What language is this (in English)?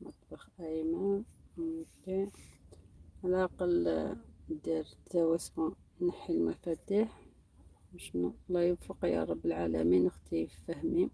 Algerian Arabic